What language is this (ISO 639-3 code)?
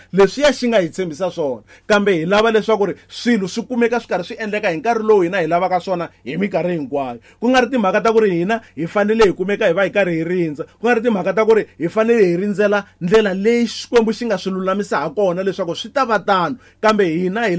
tso